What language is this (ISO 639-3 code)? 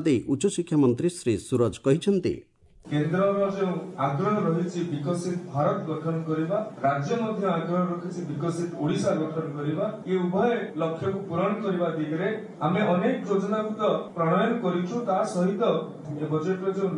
ori